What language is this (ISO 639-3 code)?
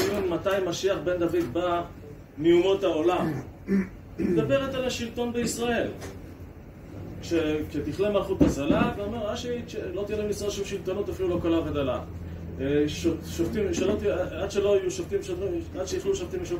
heb